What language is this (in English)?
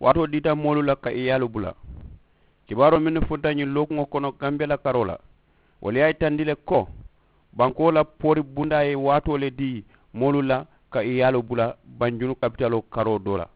Mandingo